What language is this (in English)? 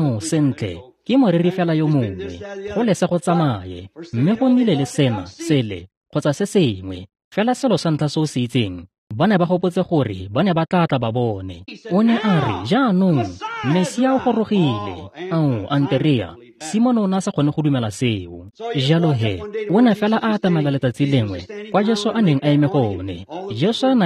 Tswana